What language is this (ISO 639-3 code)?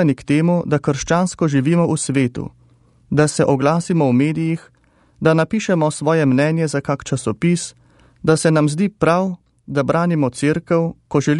slv